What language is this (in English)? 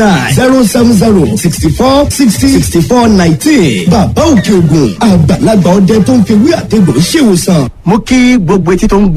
Yoruba